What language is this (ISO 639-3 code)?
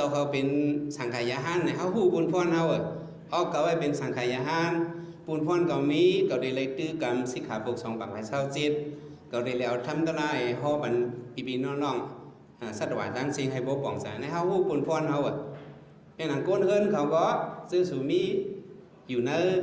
shn